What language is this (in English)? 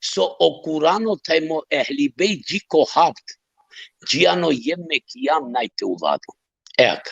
Balkan Romani